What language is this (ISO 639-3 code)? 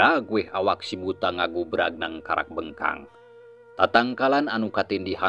sun